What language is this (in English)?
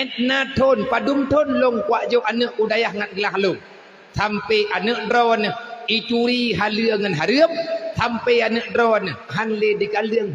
Achinese